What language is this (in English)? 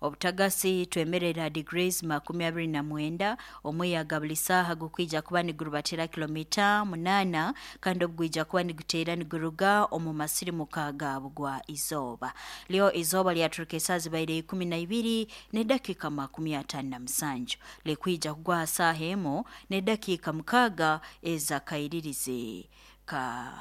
Nyoro